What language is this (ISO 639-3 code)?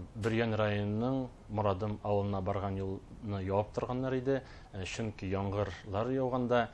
bak